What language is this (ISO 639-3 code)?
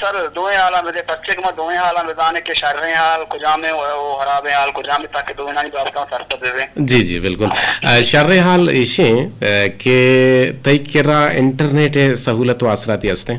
bgp